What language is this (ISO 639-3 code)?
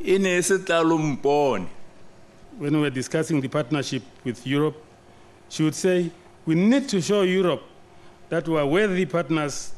tsn